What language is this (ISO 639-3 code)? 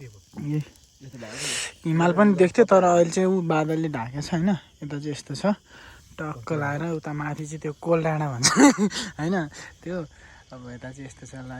nep